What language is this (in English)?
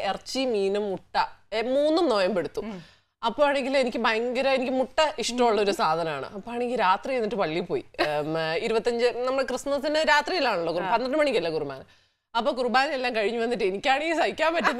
Malayalam